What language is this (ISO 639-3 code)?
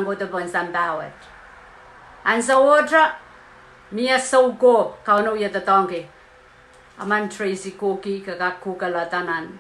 pon